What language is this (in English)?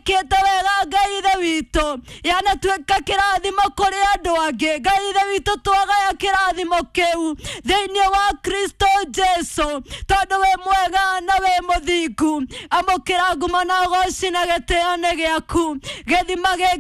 Kikuyu